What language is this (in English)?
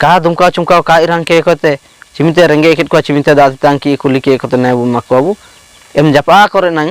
Ho